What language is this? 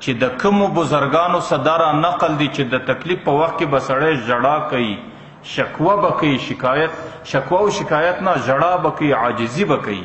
Pashto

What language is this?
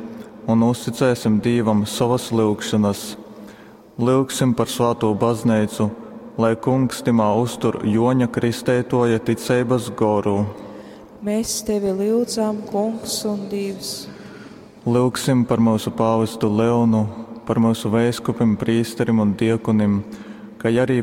Latgalian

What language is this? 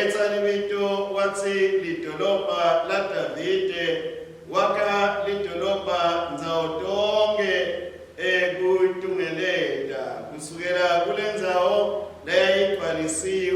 Swati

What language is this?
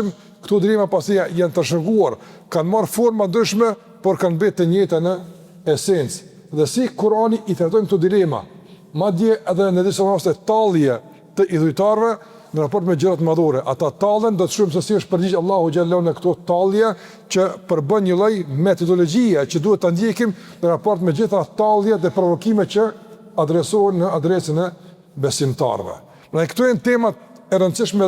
Albanian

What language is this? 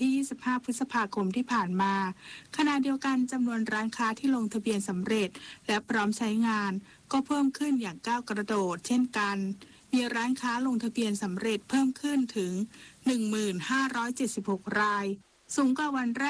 Thai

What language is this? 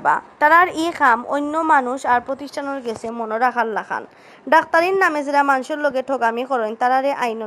Sylheti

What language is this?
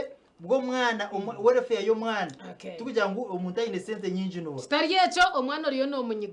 Nyankole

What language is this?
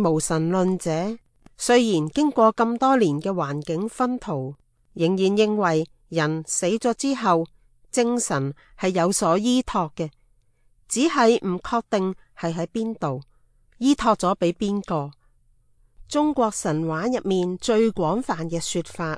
Cantonese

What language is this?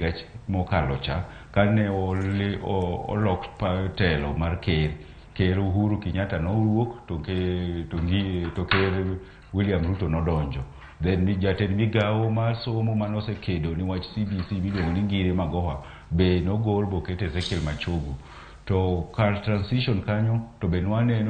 Luo (Kenya and Tanzania)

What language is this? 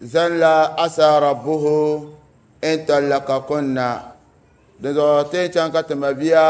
Dagbani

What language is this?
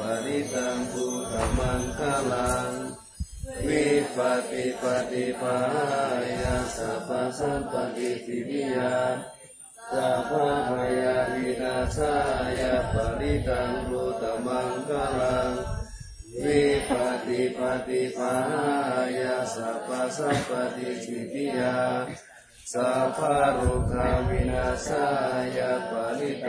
Pali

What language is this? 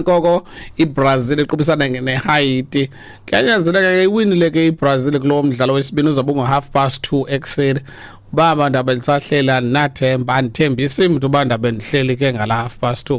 Xhosa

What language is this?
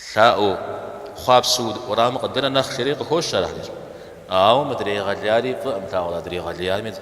Kabardian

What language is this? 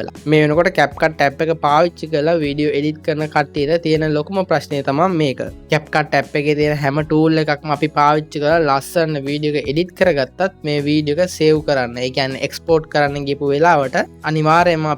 Sinhala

